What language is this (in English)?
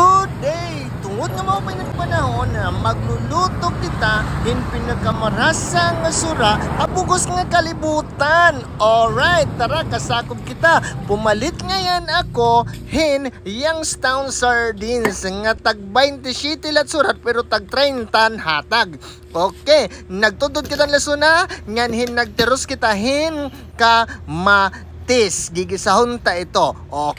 Waray